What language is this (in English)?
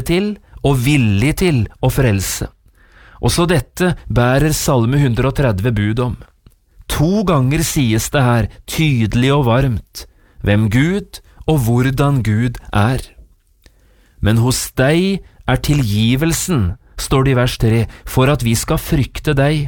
Norwegian